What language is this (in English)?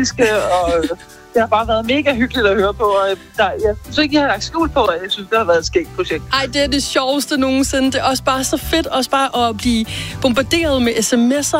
Danish